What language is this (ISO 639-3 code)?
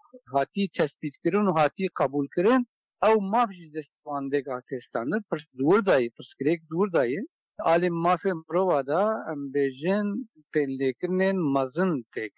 kur